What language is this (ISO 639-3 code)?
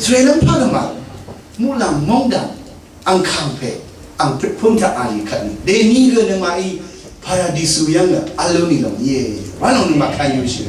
raw